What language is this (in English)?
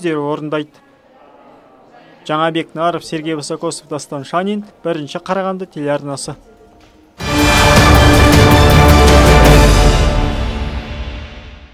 Kazakh